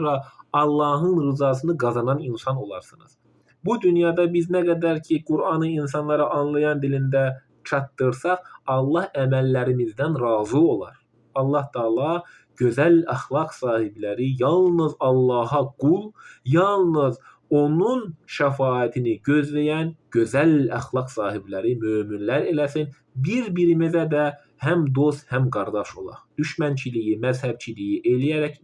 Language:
Azerbaijani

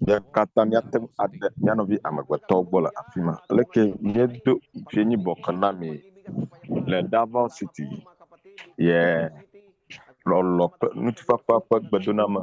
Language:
Ewe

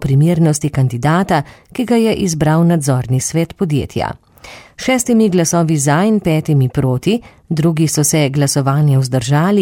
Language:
Slovenian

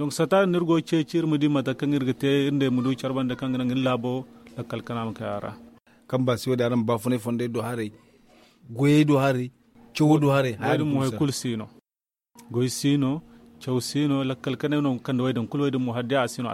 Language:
Zarma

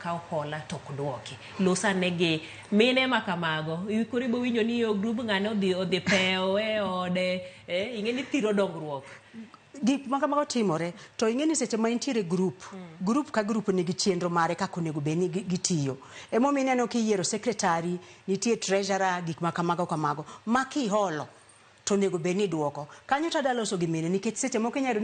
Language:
Luo (Kenya and Tanzania)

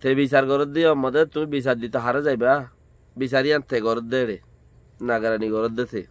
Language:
Rohingya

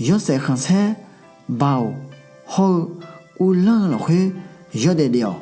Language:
Akha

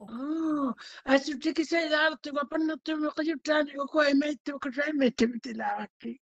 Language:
Māori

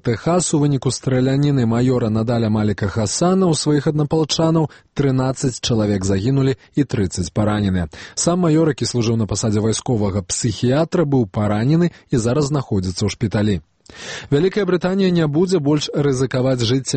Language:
Belarusian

